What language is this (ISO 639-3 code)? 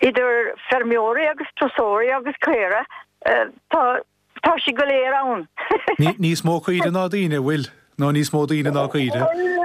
gle